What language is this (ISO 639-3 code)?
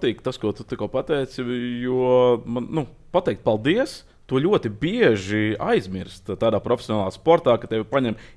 lav